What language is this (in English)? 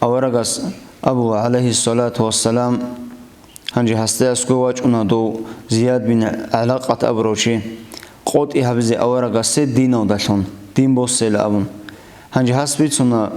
Avaric